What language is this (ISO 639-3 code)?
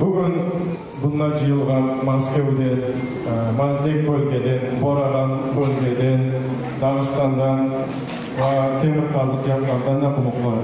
kum